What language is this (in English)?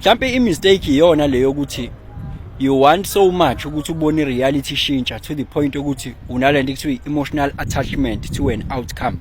Zulu